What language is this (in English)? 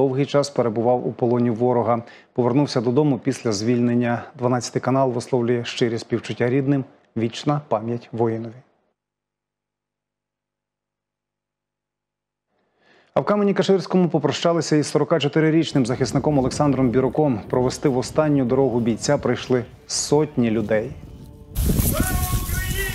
Ukrainian